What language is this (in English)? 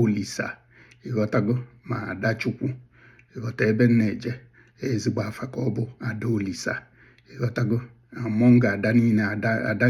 Igbo